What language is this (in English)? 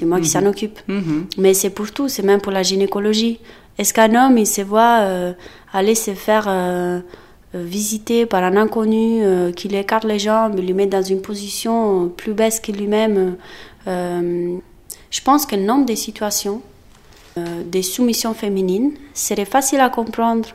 French